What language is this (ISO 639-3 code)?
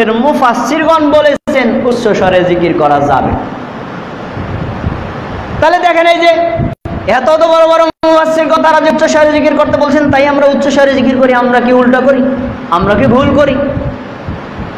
ben